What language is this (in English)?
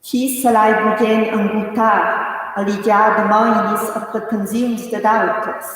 Romansh